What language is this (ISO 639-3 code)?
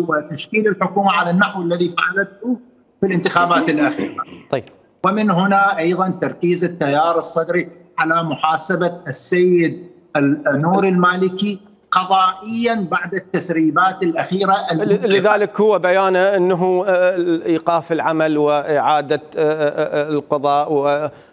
acm